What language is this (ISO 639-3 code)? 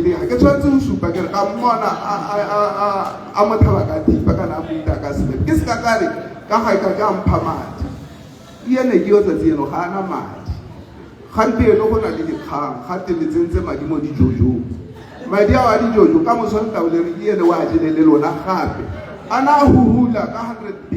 tsn